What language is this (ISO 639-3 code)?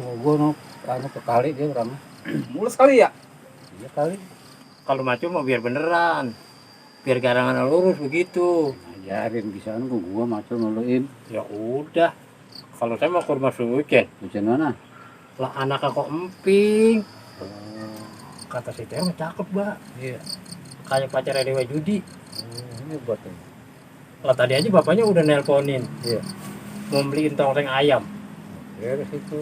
bew